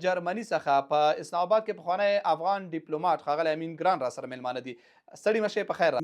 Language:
Pashto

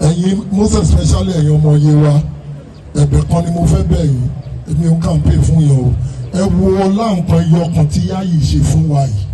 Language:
Yoruba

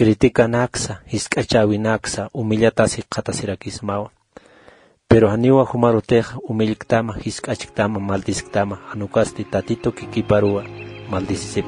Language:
Aymara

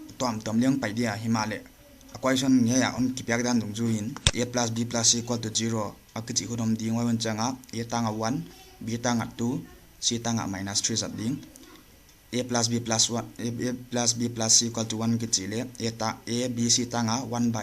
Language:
Paite Chin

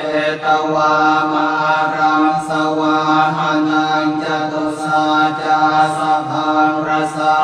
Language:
Pali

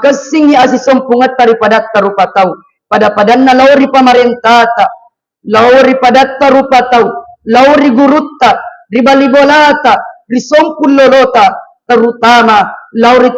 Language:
Buginese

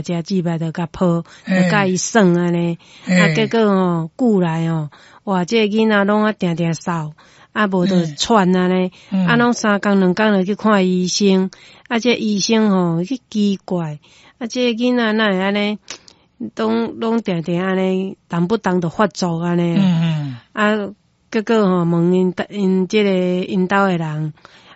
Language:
Min Nan Chinese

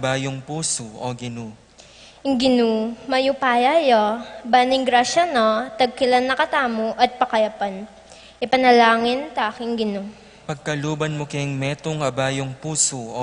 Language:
Pampanga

